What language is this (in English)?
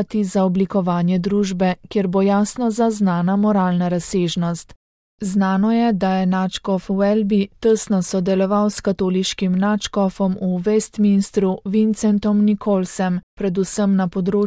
Slovenian